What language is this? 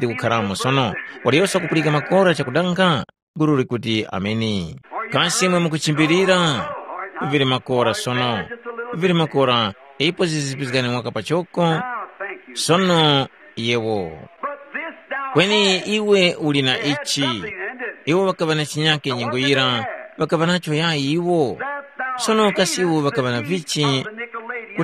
Tumbuka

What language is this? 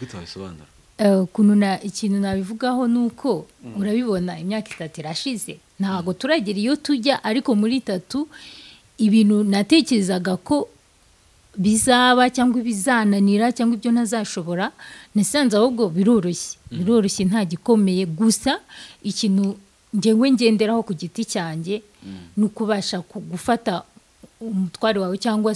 Kinyarwanda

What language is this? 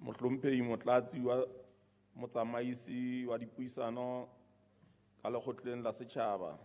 Southern Sotho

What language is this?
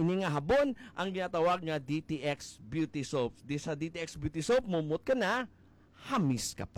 Hiligaynon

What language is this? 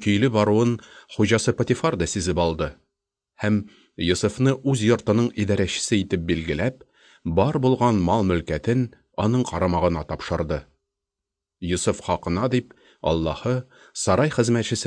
Tatar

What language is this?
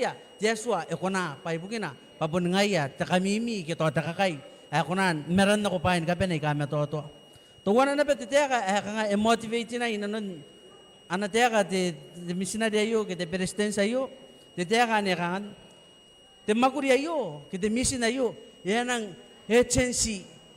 Gilbertese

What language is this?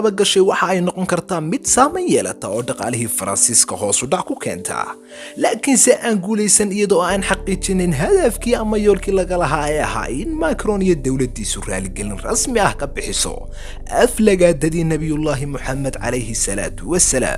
Somali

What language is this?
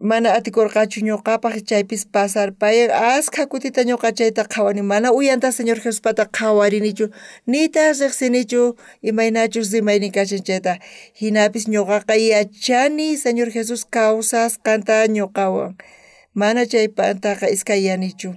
South Bolivian Quechua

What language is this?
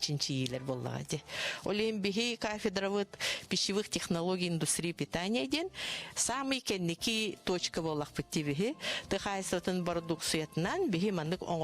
Yakut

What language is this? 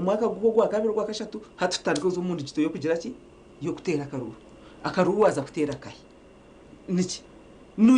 Nyankole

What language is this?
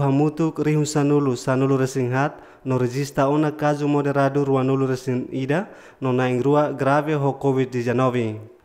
Tetum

